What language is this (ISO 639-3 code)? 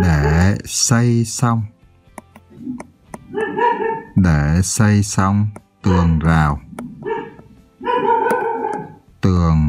vie